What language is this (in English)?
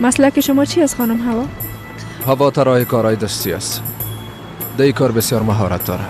Persian